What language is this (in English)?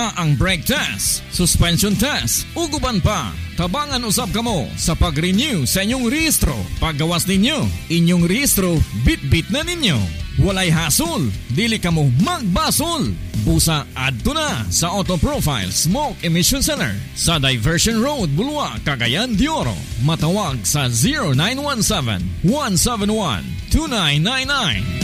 Cebuano